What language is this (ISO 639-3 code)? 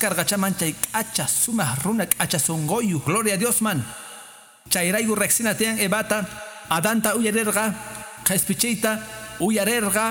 que